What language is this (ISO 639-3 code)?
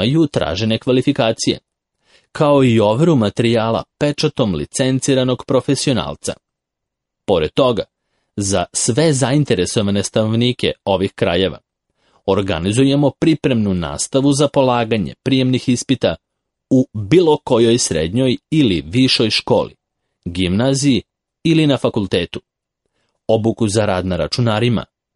srp